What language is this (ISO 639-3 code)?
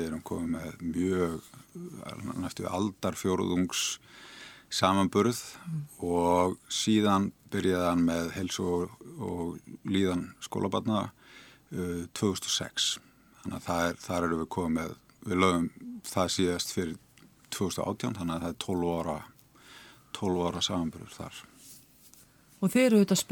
isl